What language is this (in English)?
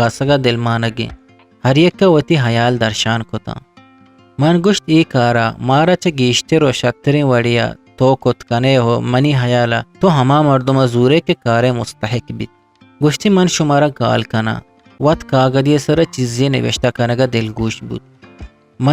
Eastern Balochi